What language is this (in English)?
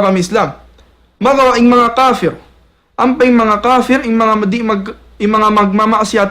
Tausug